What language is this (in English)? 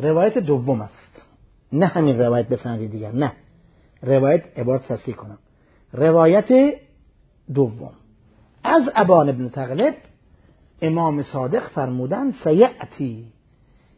Persian